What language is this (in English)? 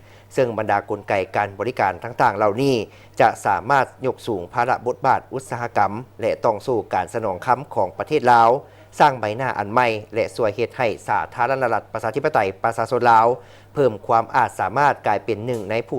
Lao